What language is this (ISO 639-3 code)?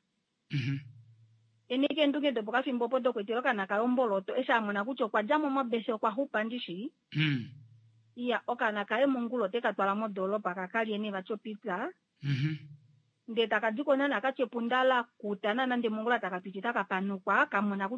kua